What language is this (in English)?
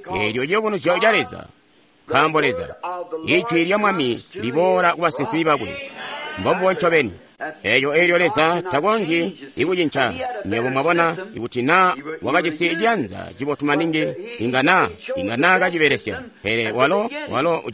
Tonga (Zambia)